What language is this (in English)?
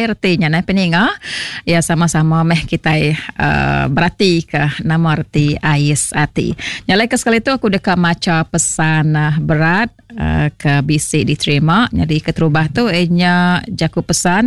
Iban